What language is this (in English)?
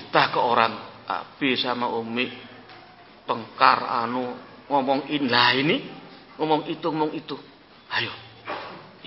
Indonesian